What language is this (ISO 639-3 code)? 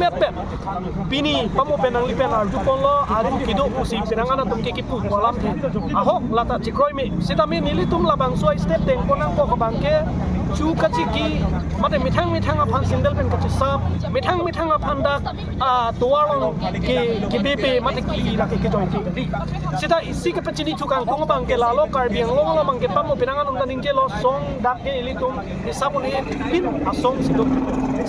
mjw